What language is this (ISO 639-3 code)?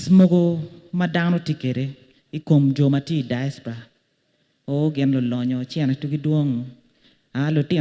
ach